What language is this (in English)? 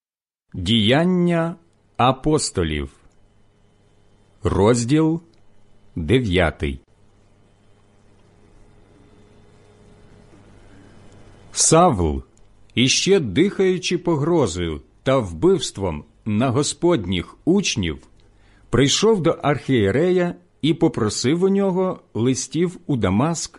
Ukrainian